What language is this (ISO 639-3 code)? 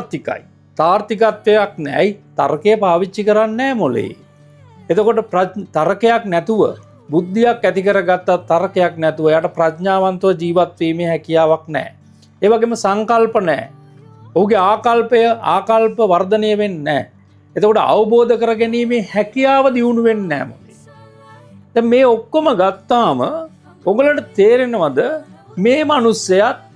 sin